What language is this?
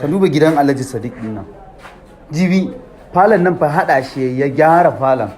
Hausa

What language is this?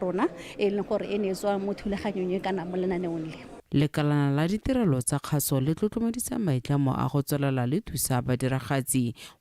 Tswana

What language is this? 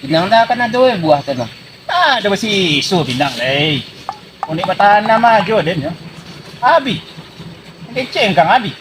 Minangkabau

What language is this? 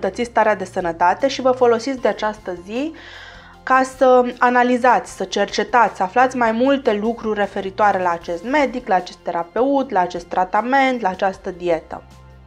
Romanian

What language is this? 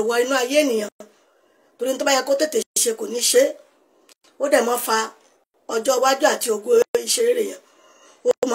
Yoruba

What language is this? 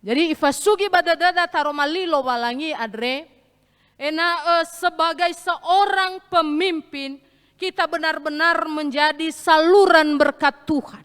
Nias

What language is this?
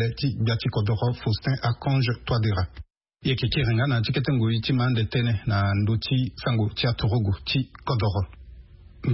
Sango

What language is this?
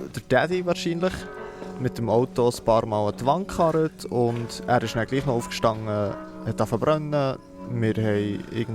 Swiss German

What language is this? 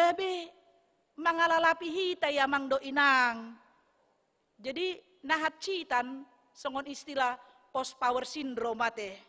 Batak Toba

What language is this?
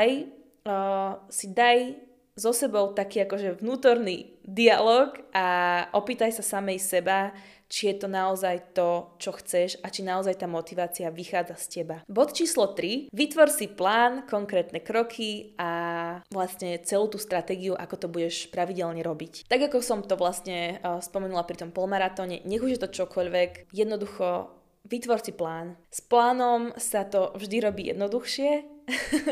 Slovak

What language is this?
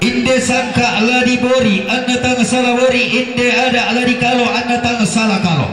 Toraja-Sa'dan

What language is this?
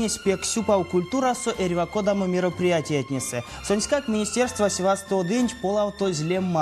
Erzya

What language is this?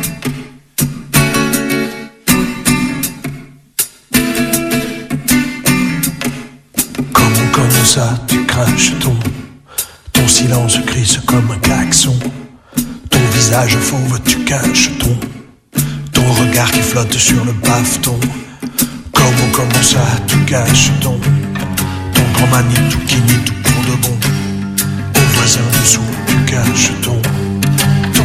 French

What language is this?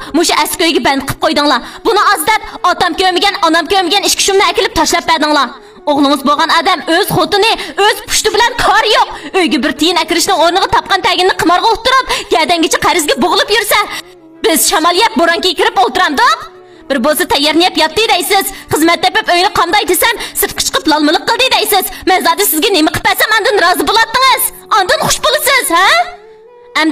Uyghur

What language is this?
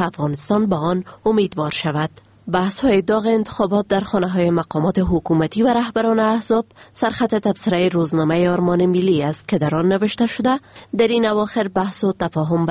Persian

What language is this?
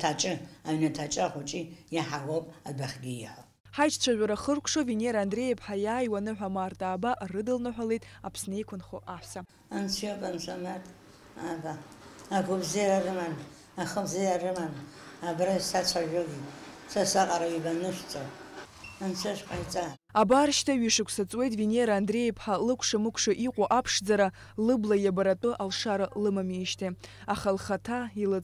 Abkhazian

